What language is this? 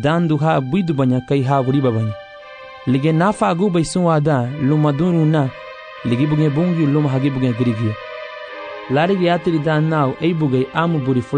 Garifuna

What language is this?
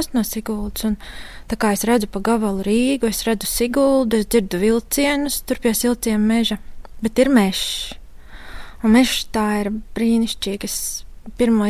Latvian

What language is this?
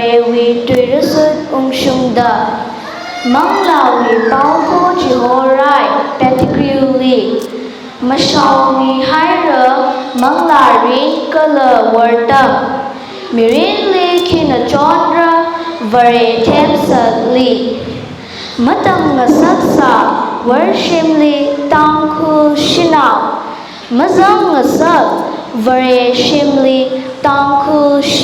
Tangkhul Naga (India)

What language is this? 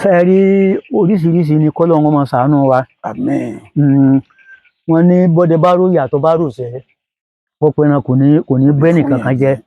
Yoruba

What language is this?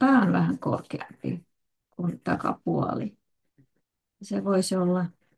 Finnish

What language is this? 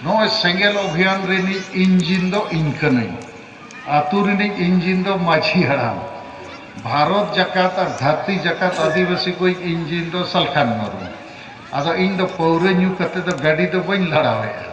Santali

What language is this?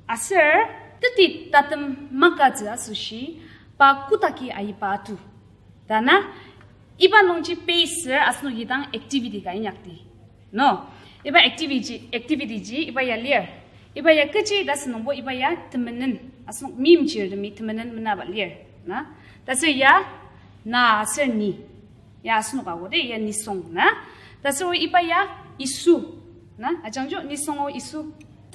Ao Naga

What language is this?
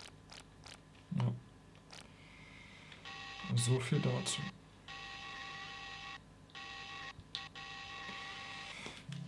German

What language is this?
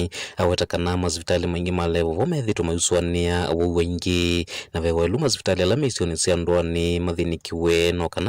Kamba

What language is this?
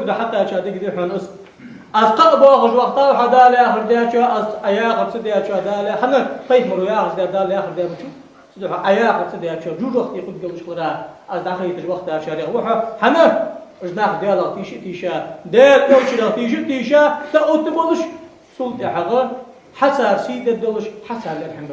Ingush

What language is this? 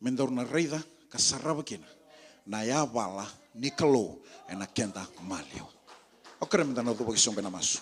Fijian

